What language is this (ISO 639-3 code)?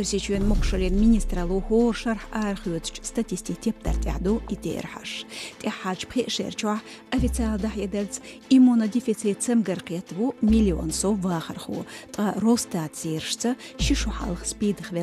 che